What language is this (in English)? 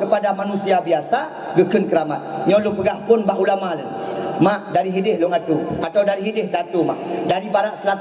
Achinese